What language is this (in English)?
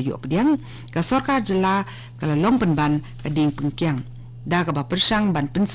Khasi